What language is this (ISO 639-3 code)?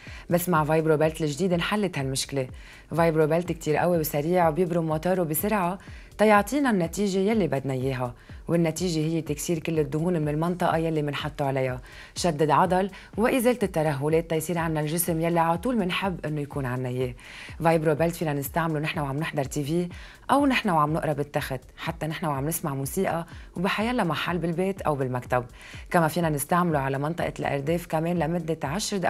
apc